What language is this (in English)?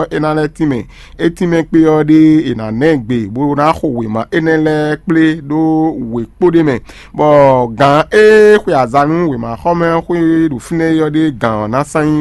Fon